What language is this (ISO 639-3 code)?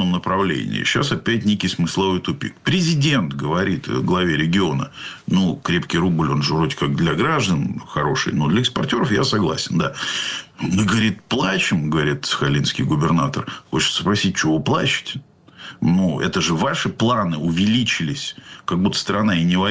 rus